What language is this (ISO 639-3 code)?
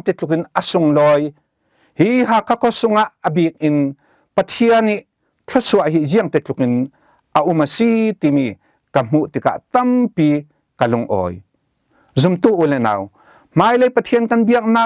cfm